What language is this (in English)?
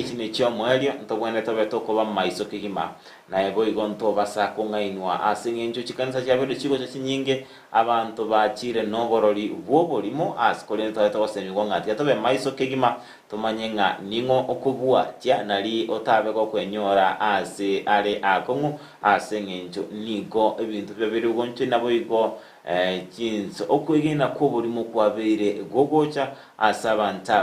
Gusii